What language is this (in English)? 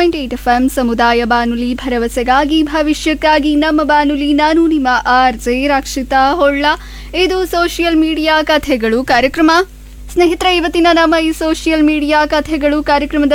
Kannada